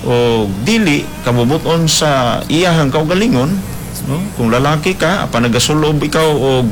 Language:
Cebuano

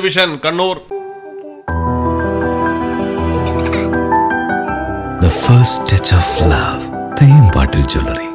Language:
Malayalam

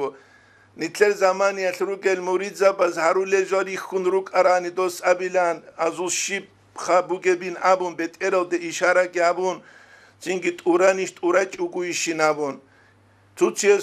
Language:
Avaric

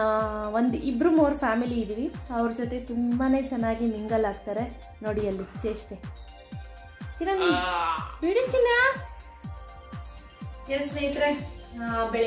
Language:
Kannada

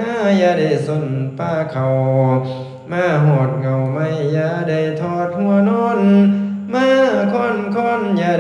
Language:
Lao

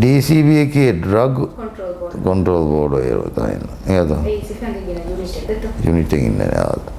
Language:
Divehi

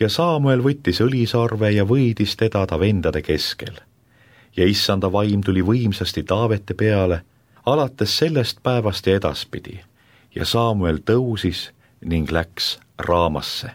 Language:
Estonian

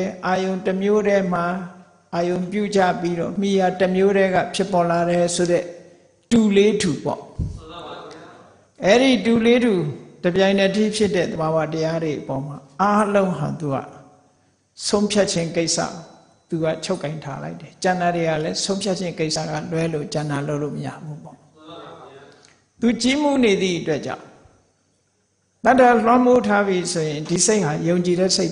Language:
Burmese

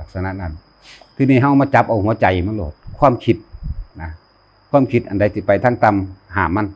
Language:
Northeastern Thai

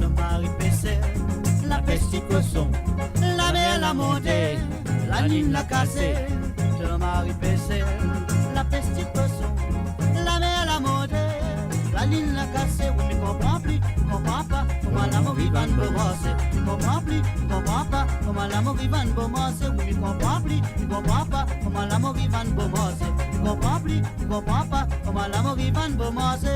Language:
Morisyen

